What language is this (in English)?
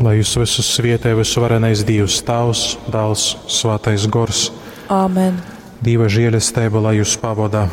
Latgalian